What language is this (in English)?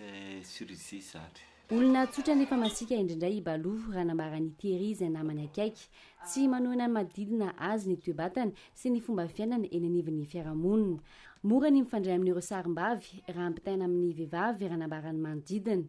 Malagasy